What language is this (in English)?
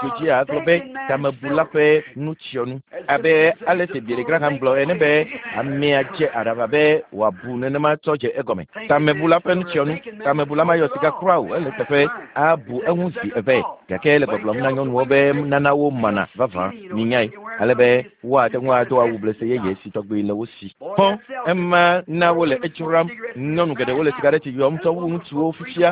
Ewe